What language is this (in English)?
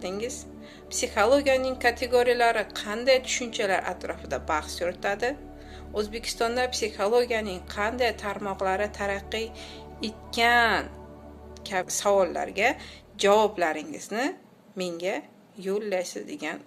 Uzbek